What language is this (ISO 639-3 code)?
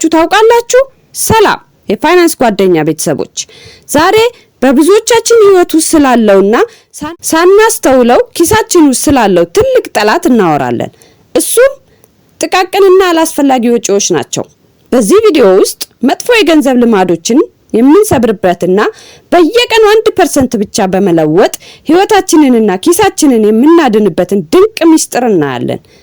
amh